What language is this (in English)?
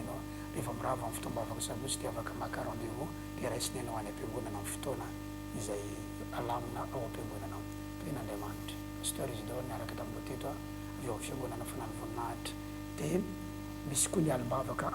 Malagasy